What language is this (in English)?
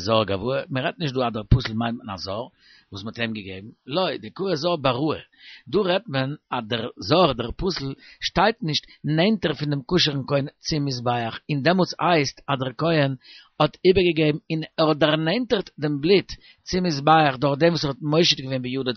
Yiddish